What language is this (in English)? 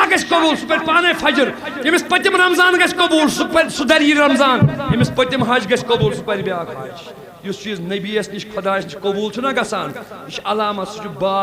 Kashmiri